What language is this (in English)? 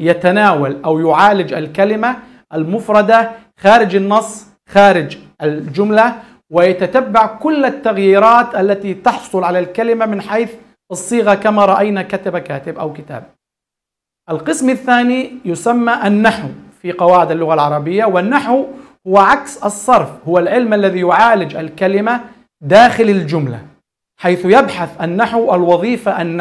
Arabic